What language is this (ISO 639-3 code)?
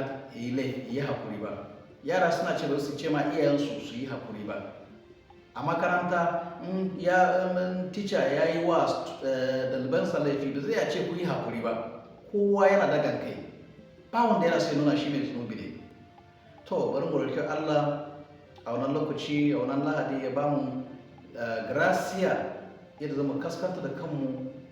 hau